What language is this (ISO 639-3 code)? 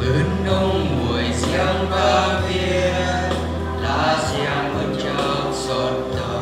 bru